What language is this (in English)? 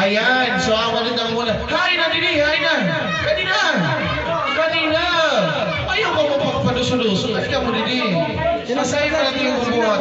Waray